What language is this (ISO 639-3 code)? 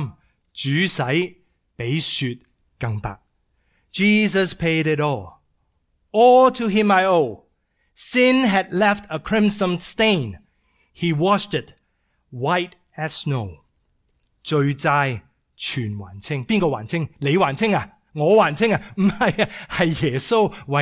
yue